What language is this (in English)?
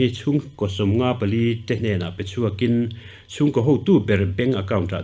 Mizo